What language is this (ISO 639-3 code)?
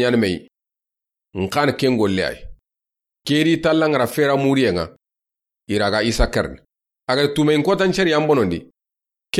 snk